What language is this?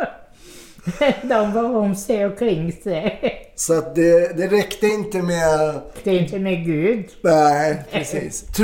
Swedish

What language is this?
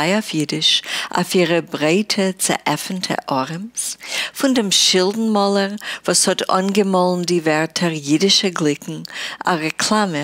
Yiddish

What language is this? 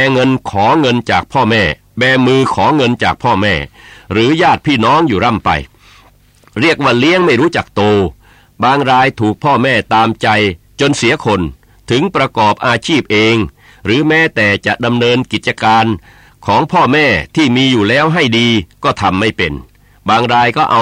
Thai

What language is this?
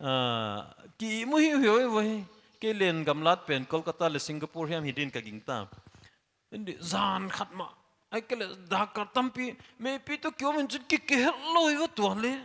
Paite Chin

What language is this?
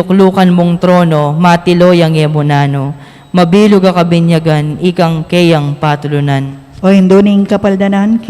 Pampanga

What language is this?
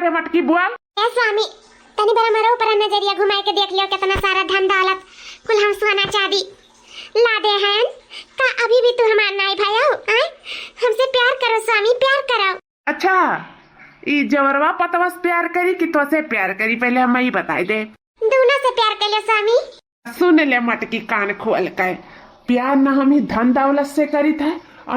Awadhi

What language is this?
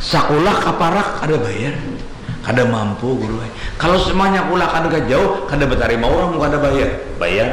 Banjar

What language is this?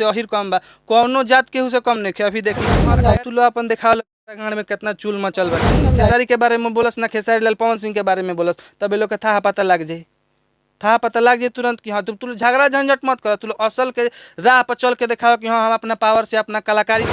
Bhojpuri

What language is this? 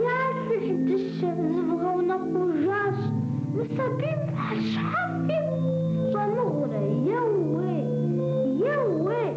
Kabardian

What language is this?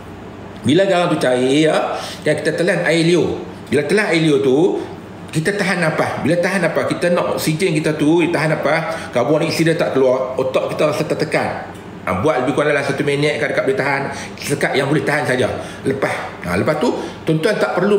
Malay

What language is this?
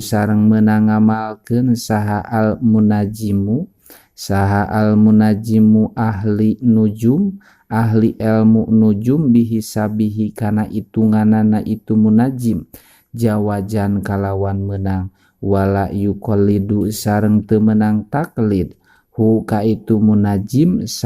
Sundanese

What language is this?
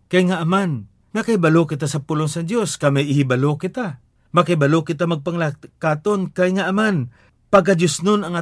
Hiligaynon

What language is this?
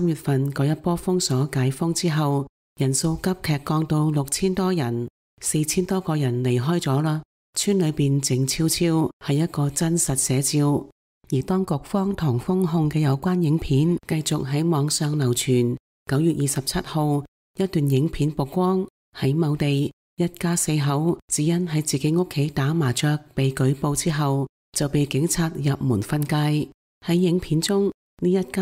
Cantonese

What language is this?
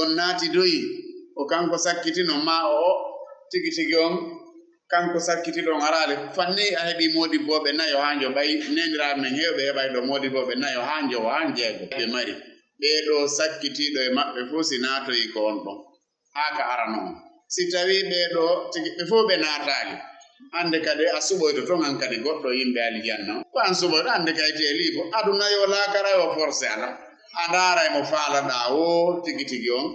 Fula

